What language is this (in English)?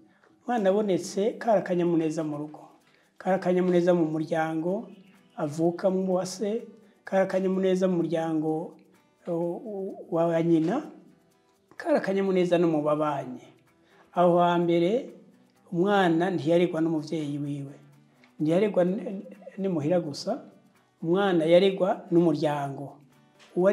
Rundi